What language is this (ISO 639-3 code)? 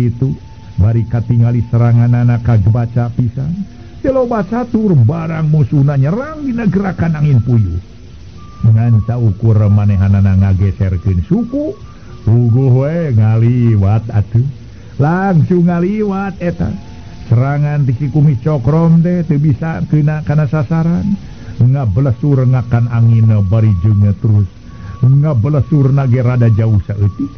sun